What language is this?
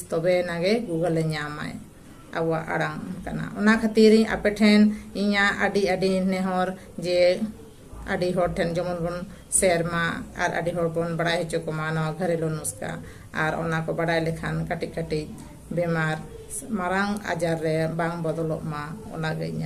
Santali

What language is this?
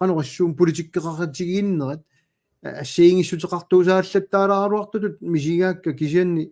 Kalaallisut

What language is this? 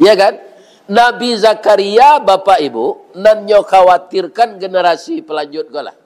Minangkabau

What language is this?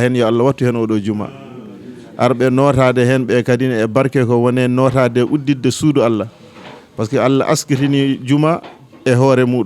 Fula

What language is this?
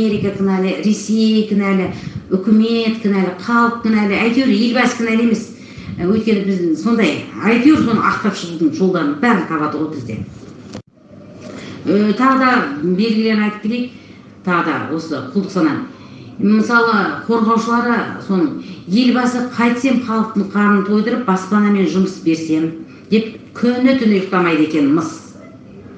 Kazakh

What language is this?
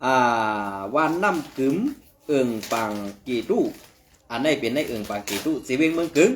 Shan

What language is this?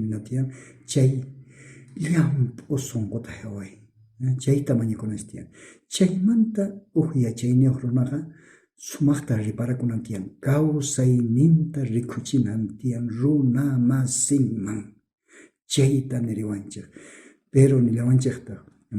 South Bolivian Quechua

